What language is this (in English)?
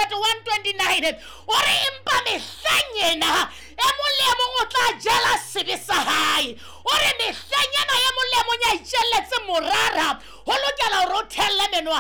Southern Sotho